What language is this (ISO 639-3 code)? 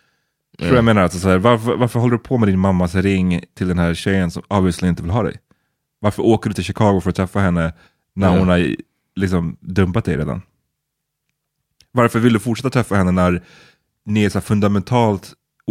swe